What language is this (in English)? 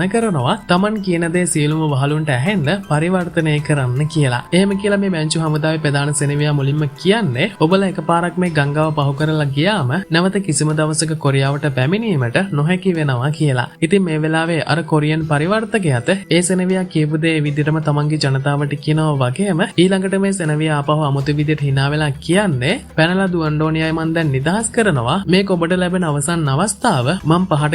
Sinhala